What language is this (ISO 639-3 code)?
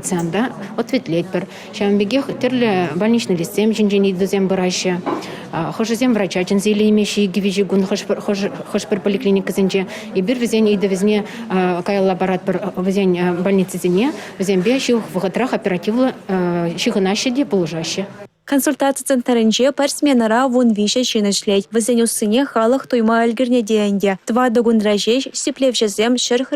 chv